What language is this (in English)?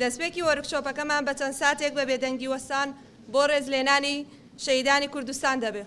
Central Kurdish